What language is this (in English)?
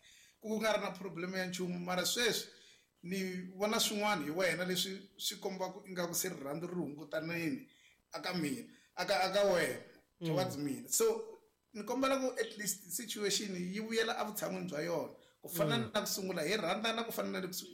Tsonga